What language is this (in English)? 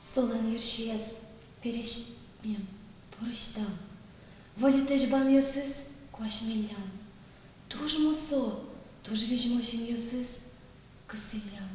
Udmurt